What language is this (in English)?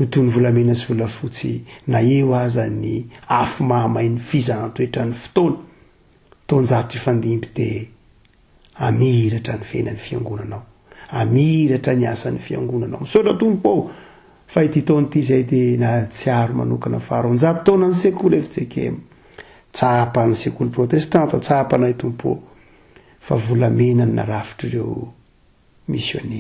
Malagasy